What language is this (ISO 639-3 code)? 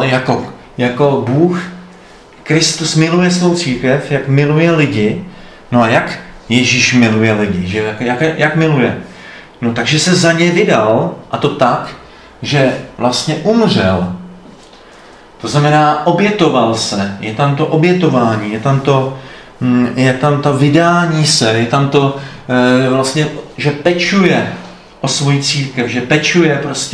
ces